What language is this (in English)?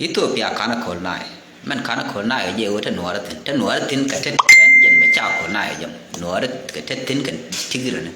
Nuer